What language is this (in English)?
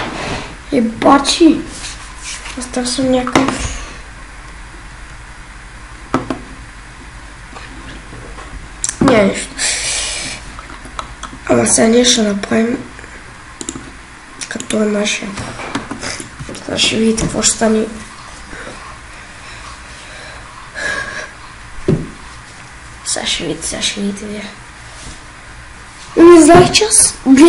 Bulgarian